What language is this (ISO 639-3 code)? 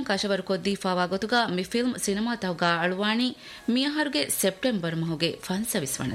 div